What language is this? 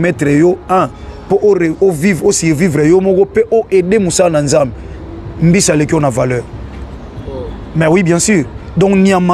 Lingala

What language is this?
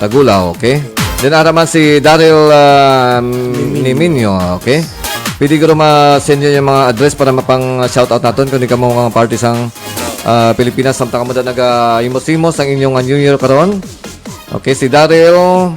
Hiligaynon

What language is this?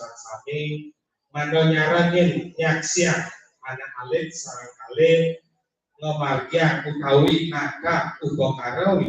Balinese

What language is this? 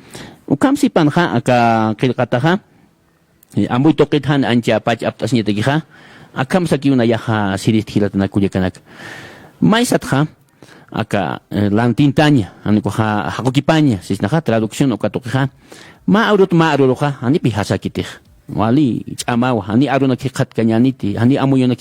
Aymara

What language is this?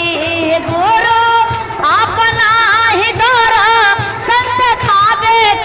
Magahi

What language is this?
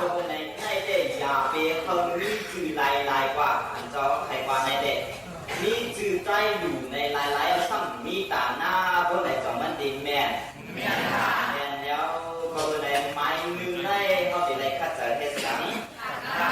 Shan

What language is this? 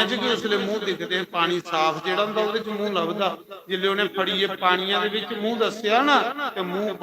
Dogri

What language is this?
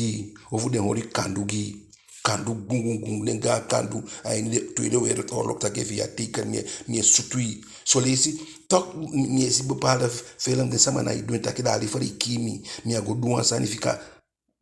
Eastern Maroon Creole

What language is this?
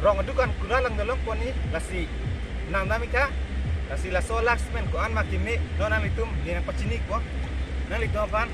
Karbi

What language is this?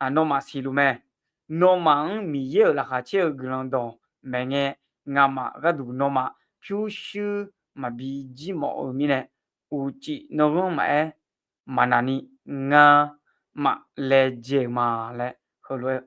Akha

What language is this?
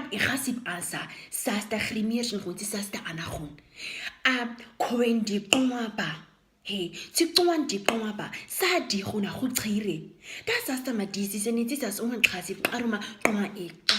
Nama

